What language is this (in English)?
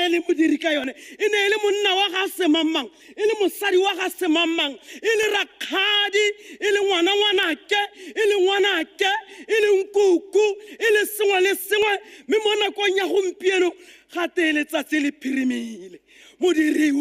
Tswana